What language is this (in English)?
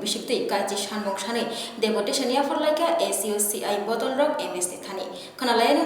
Kok Borok